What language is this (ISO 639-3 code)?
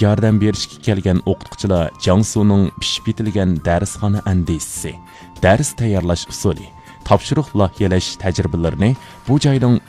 uig